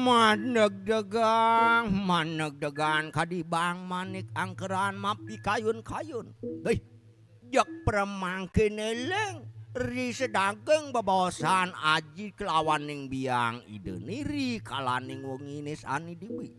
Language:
Balinese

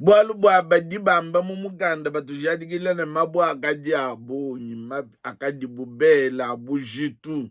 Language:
Luba-Lulua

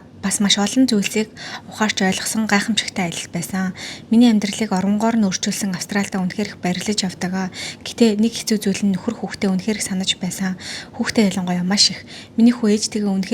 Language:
Mongolian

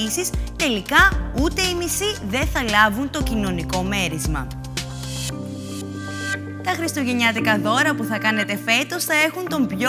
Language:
Greek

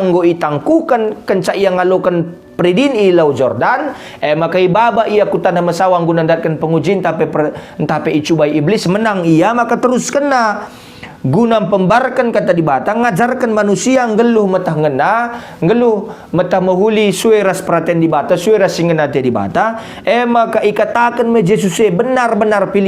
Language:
Batak Karo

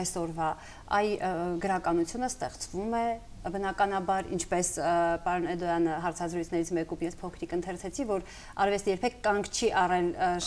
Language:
Armenian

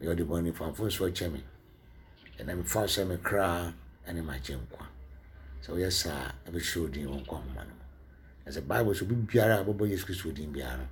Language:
Akan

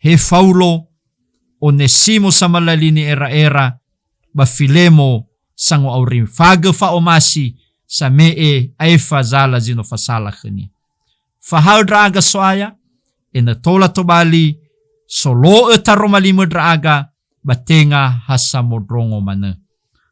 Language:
Nias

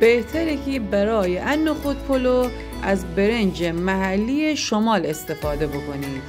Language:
Gilaki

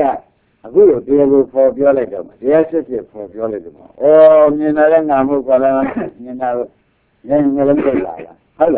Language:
Burmese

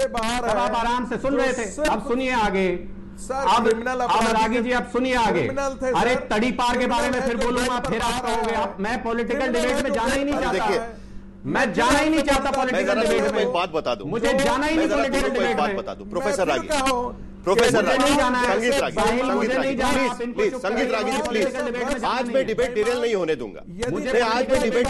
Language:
Hindi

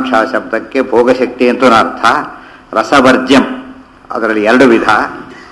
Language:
Kannada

